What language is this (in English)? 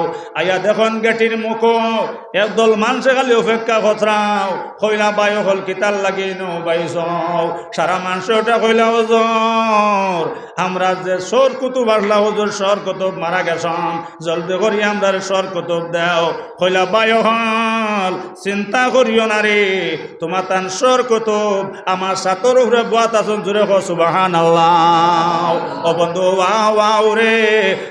Sylheti